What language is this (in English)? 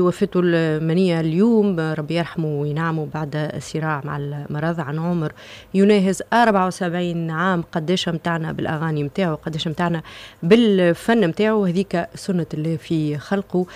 Tunisian Arabic